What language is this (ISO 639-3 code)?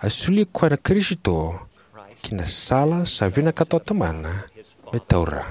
fij